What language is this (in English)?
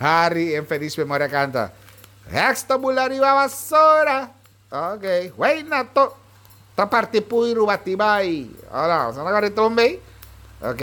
Papiamento